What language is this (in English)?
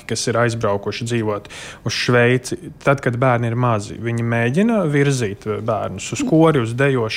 Latvian